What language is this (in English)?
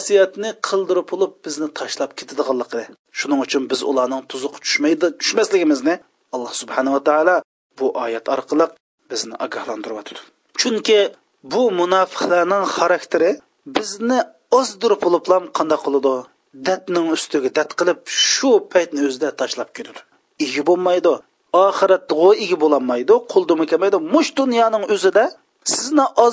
Uyghur